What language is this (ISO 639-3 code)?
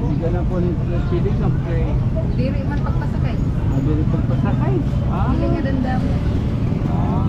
war